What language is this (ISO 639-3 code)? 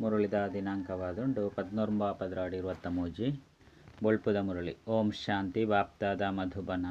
tcy